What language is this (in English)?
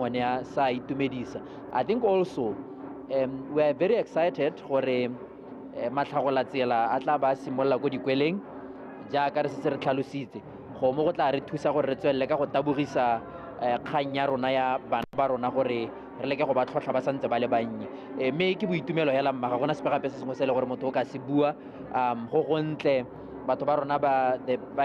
Tswana